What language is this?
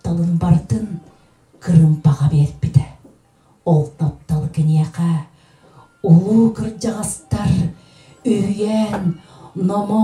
Yakut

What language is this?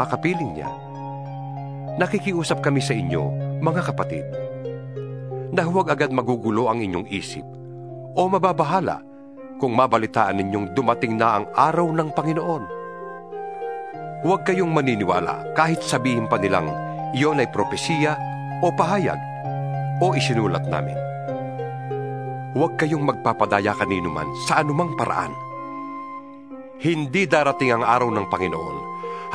Filipino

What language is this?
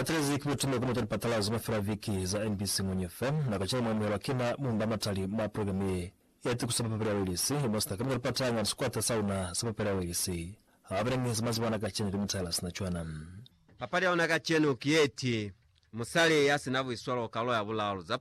Lozi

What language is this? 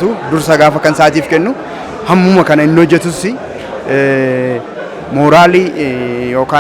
Oromo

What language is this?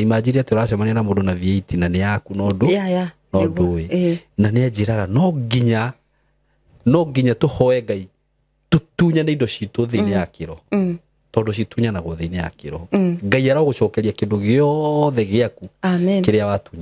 Kikuyu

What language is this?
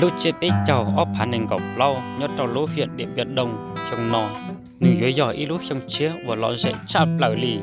Hmong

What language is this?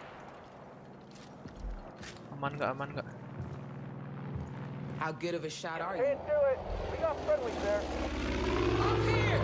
Indonesian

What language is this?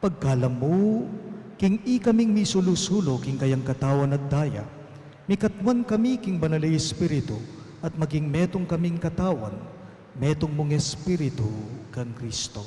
Pampanga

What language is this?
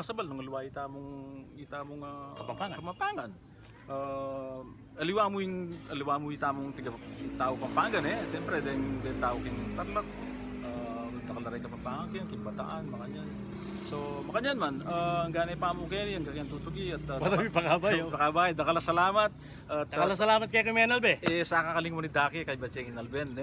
Pampanga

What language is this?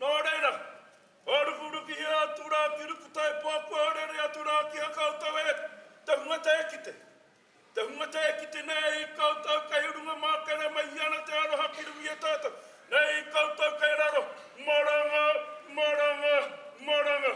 Māori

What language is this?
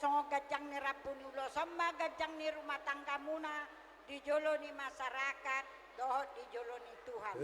Batak Toba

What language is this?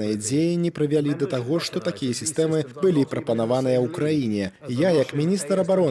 Belarusian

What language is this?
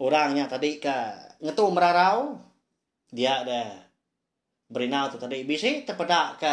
Iban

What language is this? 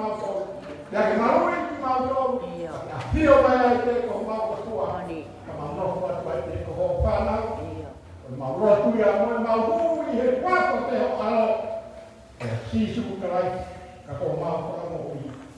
Tongan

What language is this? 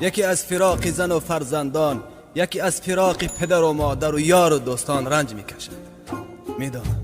Tajik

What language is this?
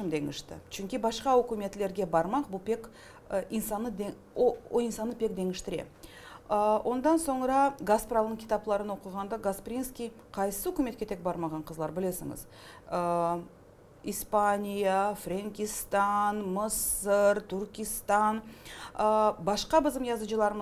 Crimean Tatar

